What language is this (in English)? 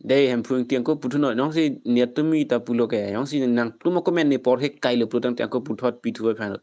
Karbi